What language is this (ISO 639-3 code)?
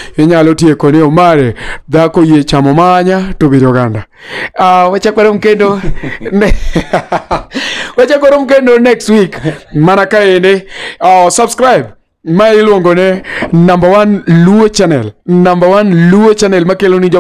luo